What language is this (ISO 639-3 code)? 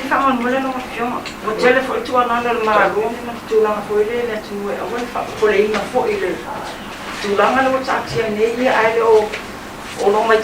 smo